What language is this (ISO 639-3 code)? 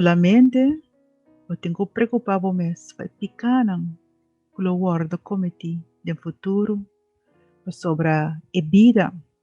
pap